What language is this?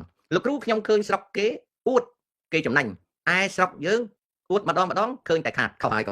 Khmer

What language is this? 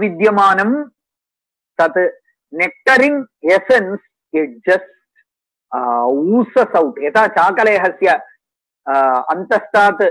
Sanskrit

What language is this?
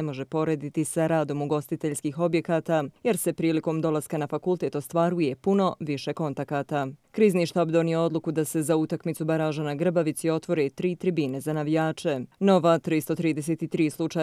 Bosnian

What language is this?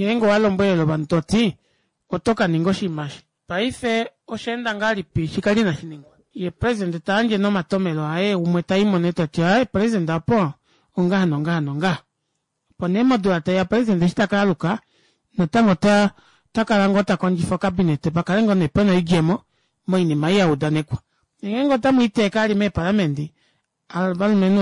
Kuanyama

